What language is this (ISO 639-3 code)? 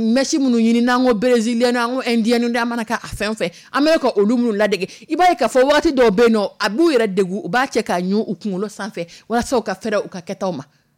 dyu